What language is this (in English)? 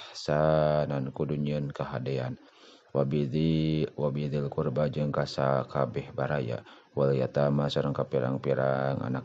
Sundanese